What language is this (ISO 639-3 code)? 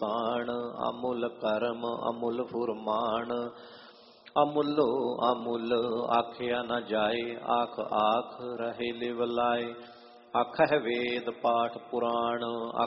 pan